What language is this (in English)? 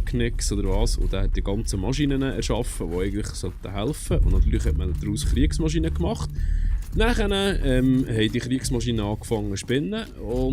Swiss German